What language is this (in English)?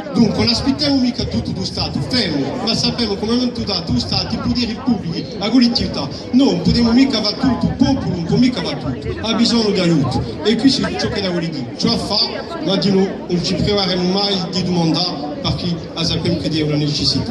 Corsican